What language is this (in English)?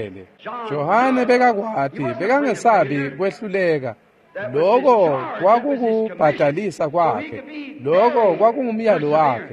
Swati